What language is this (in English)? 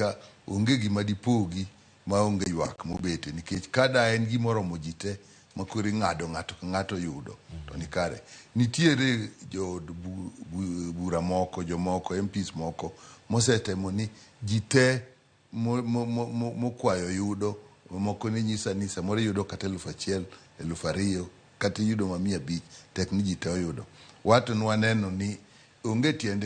Luo (Kenya and Tanzania)